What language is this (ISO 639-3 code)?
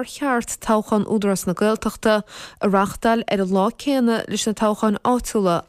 gle